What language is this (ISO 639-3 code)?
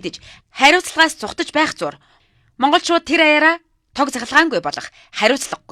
mon